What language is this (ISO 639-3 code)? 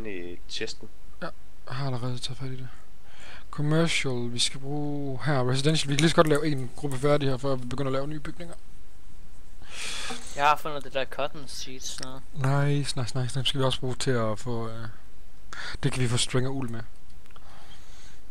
dan